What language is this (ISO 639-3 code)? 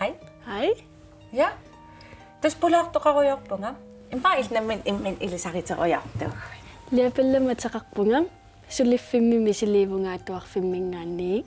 kal